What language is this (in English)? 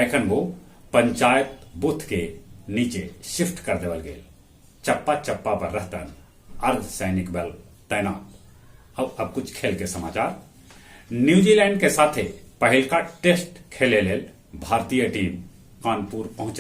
Magahi